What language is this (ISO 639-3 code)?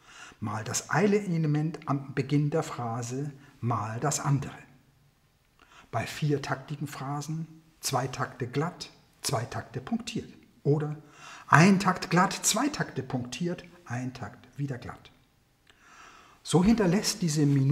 deu